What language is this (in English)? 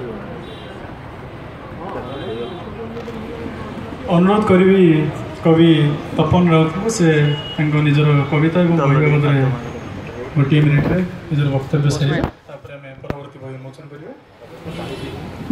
Odia